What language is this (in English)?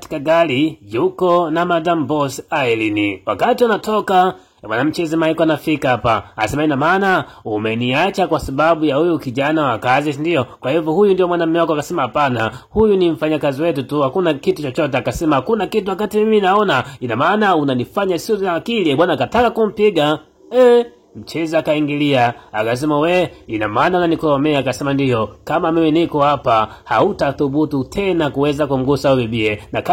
Swahili